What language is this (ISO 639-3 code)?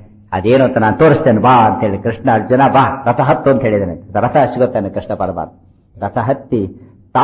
kan